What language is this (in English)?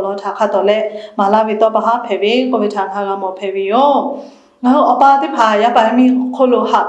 Lahu